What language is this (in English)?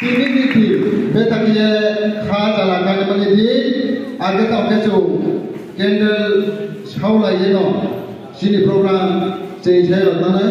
Riang (India)